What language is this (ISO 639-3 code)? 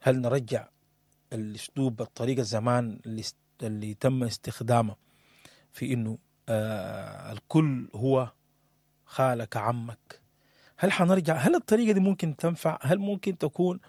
apd